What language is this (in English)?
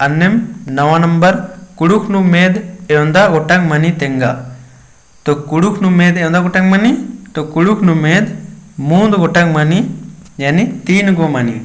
Kurukh